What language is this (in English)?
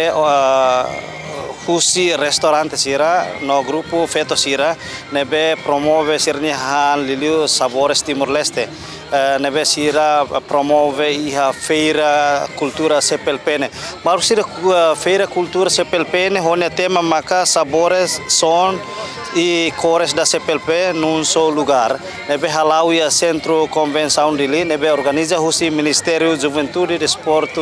Tetum